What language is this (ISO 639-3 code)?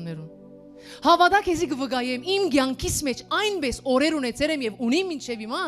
hyw